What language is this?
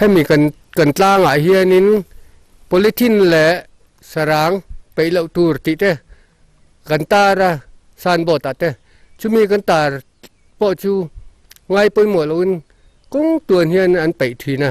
Mizo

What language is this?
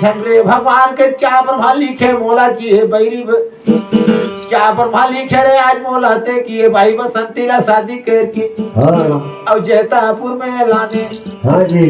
Chhattisgarhi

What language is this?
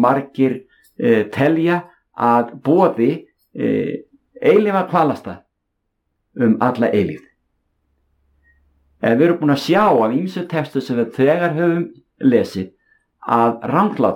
Icelandic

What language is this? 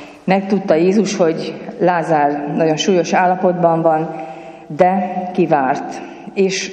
Hungarian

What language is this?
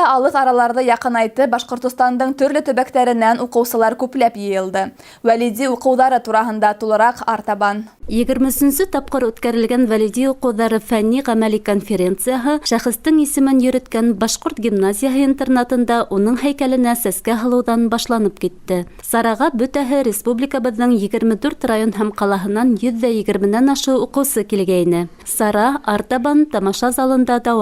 Bashkir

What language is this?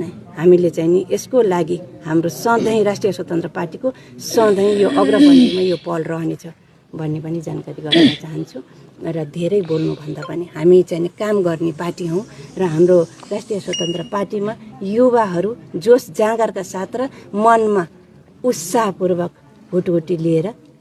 Nepali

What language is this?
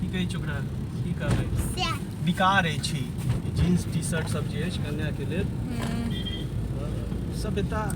Maithili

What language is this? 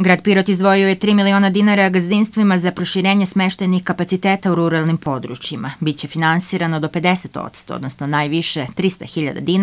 Serbian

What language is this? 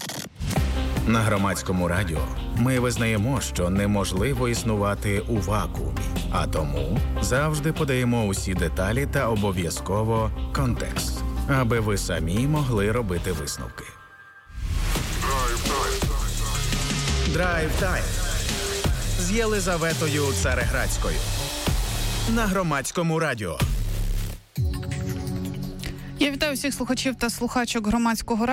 Ukrainian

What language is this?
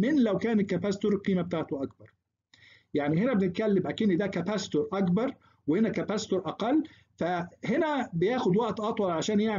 Egyptian Arabic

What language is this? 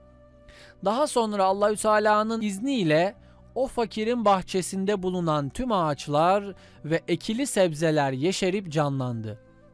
Turkish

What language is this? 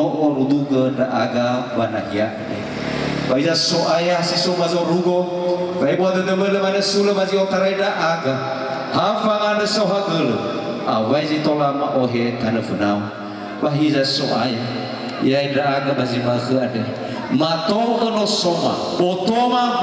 Nias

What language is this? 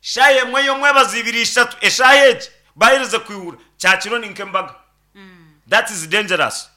Nyankole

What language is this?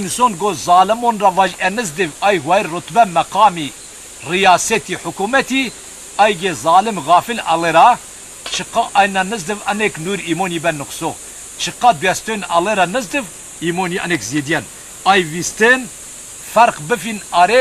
Zaza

